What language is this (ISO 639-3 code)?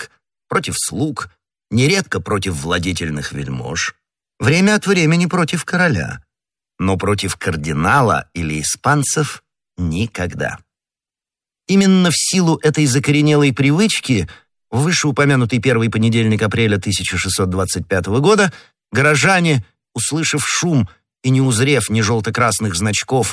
rus